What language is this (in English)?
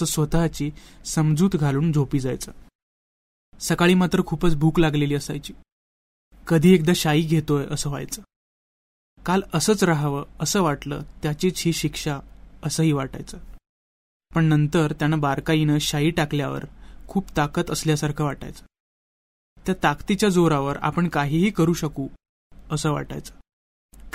Marathi